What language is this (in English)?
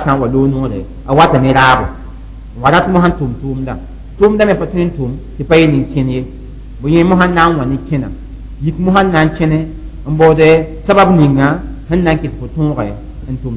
Mossi